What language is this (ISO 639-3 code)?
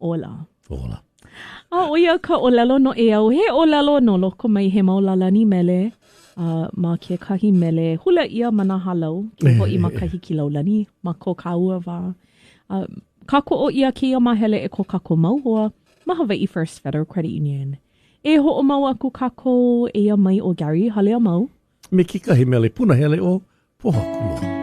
haw